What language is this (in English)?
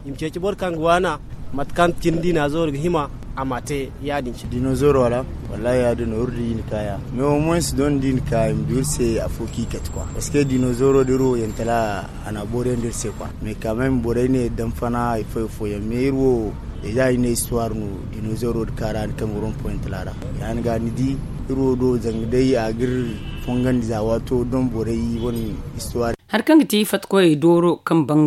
Zarma